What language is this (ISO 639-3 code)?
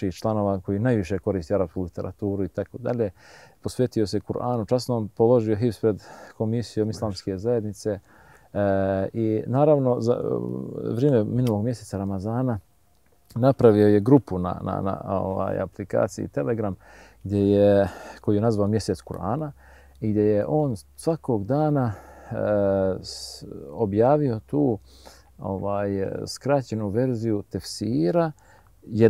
bos